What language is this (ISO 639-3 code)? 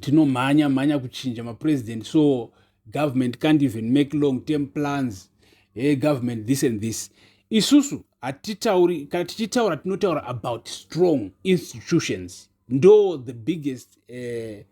sna